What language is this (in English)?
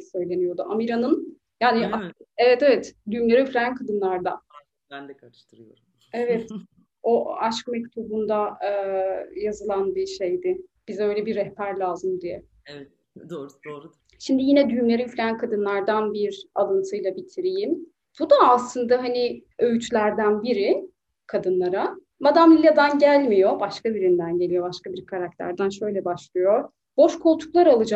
Turkish